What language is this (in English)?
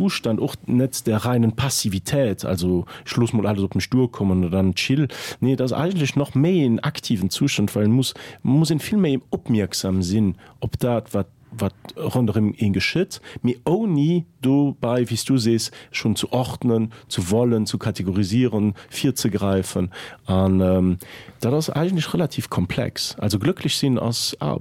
Luxembourgish